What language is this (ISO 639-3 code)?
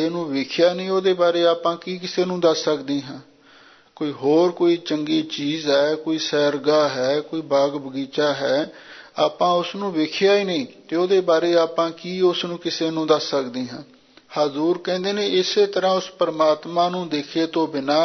pan